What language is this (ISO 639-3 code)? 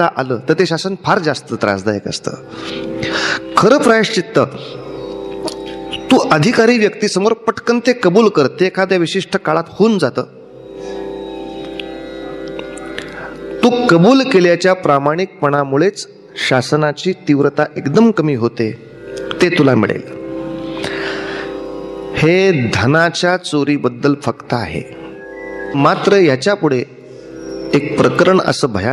mar